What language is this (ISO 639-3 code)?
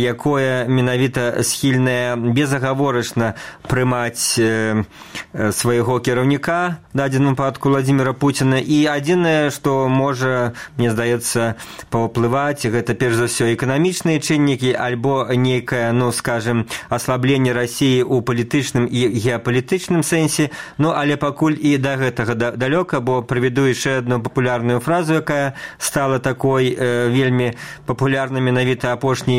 bel